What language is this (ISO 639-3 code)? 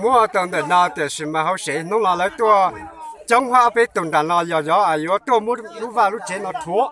hmn